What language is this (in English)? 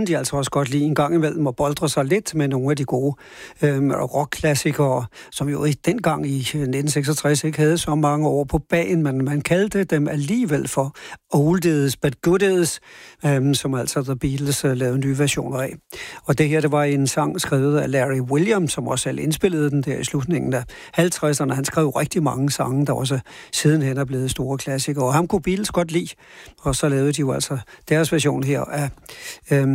Danish